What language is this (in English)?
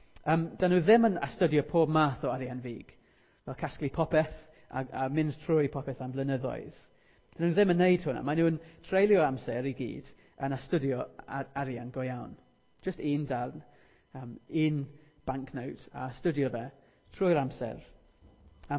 Welsh